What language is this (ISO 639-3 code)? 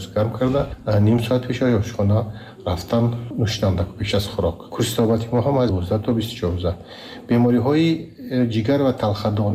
tgk